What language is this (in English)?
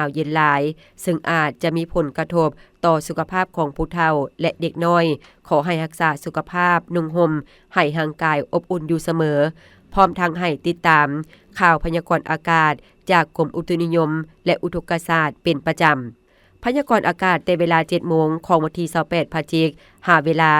Lao